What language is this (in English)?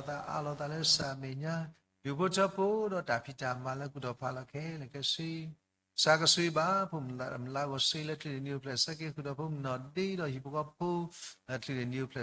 S'gaw Karen